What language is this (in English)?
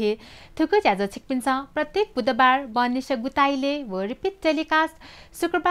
Newari